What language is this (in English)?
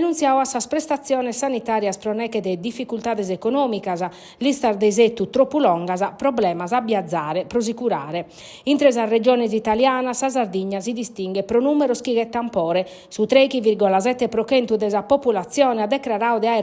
Sardinian